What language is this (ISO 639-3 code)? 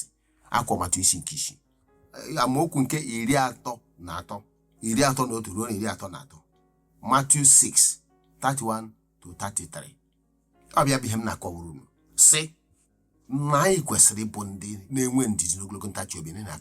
ibo